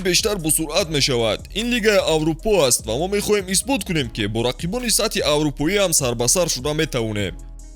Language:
Tajik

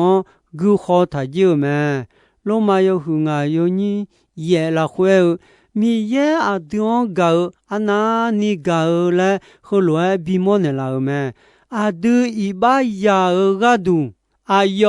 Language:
Akha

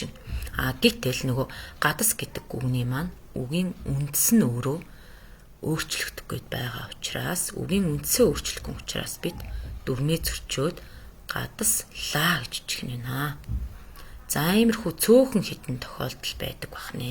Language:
Mongolian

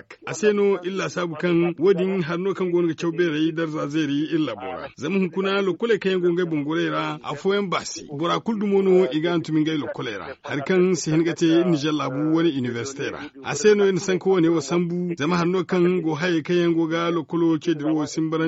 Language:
Zarma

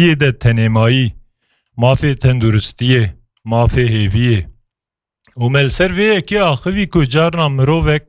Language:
Kurdish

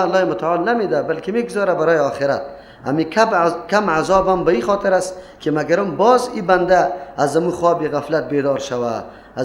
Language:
Persian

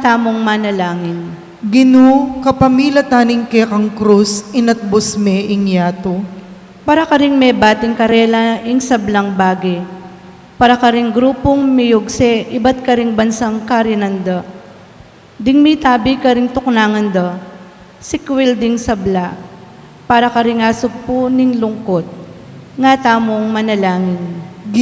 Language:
Pampanga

